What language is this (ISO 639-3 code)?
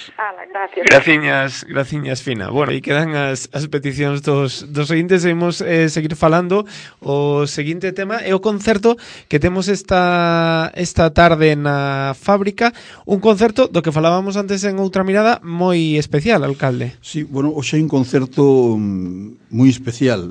glg